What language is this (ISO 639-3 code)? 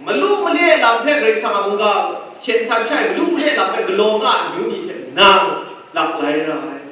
kac